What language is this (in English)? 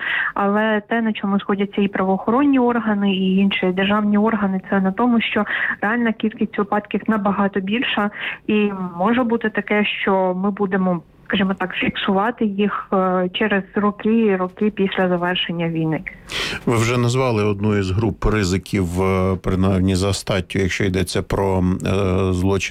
Ukrainian